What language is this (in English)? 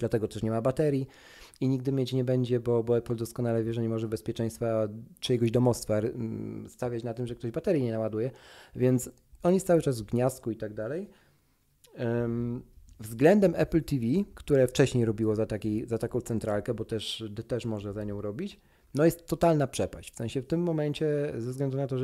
Polish